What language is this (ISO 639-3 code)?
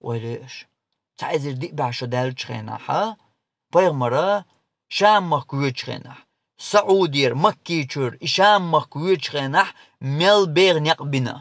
che